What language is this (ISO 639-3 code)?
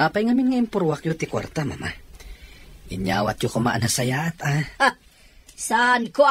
ilo